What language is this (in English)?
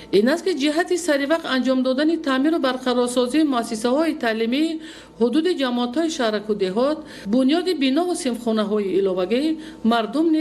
Tajik